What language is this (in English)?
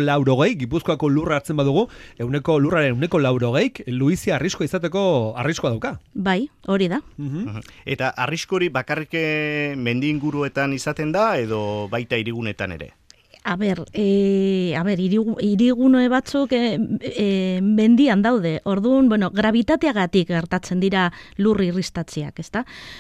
Basque